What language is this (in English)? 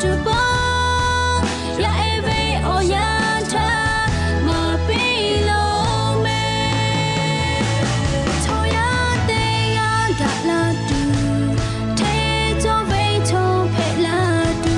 Lahu